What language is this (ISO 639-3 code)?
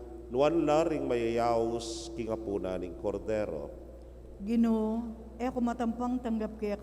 pam